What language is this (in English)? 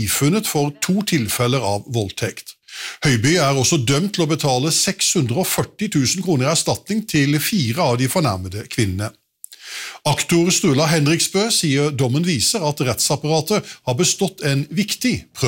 Norwegian